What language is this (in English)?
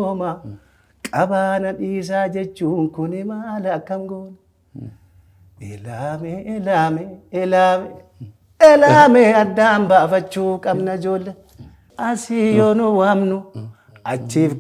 Oromo